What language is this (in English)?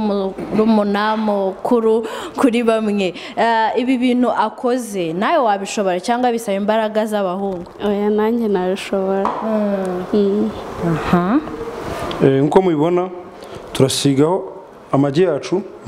Kinyarwanda